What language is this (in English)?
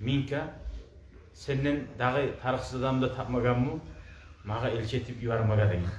Kumyk